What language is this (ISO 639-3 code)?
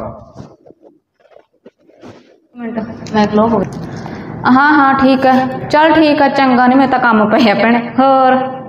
pan